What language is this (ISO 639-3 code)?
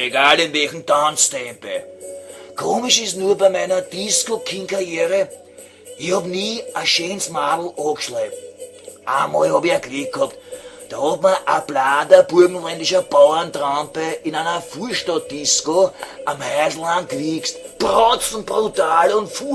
bar